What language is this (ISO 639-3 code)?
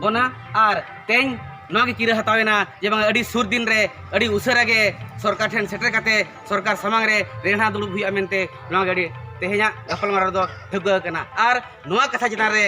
sat